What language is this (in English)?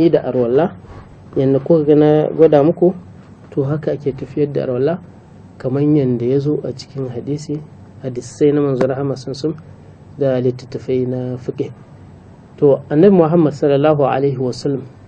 Hausa